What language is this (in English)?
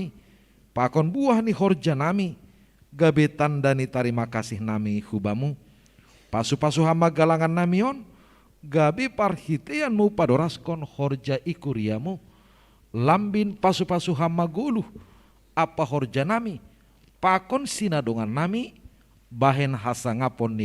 Batak Simalungun